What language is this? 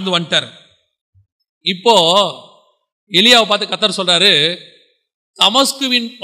Tamil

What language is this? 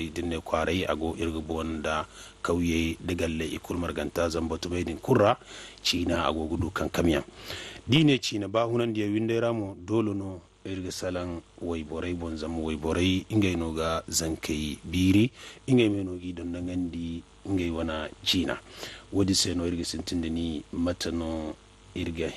Zarma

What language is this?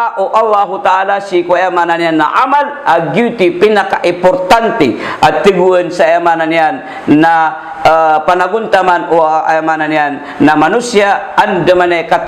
Maranao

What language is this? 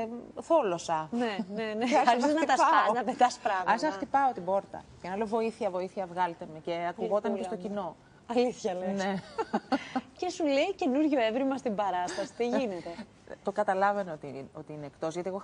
Greek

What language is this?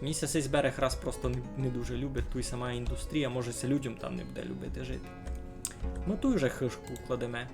Rusyn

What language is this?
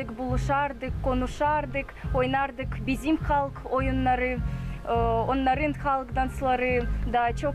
Gagauz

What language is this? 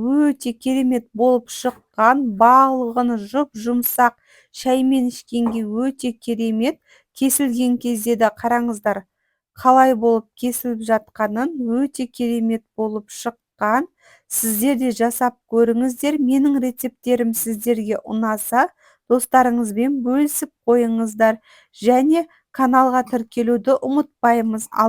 Kazakh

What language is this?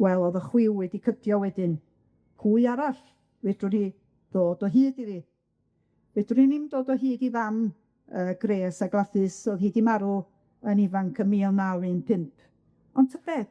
Welsh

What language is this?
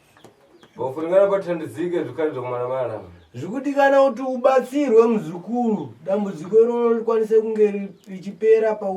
Shona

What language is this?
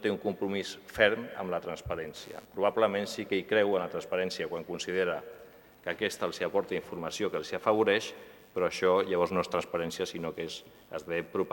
Catalan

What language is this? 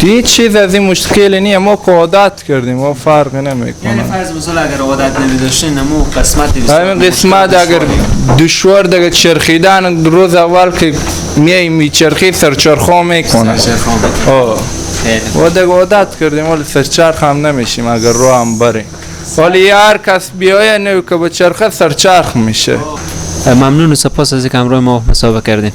Persian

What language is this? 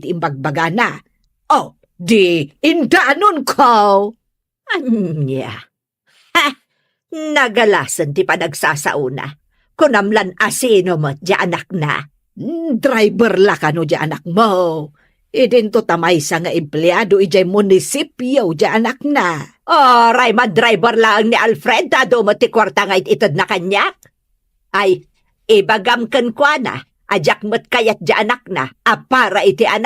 Iloko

